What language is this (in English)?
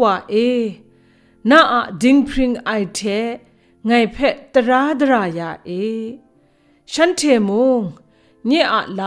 Kachin